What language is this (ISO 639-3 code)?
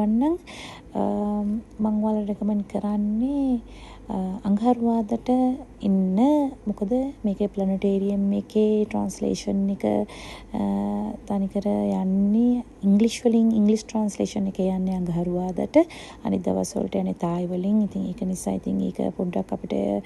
sin